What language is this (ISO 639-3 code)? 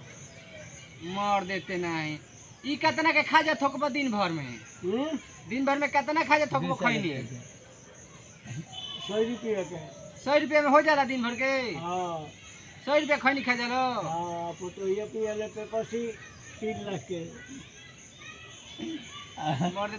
bho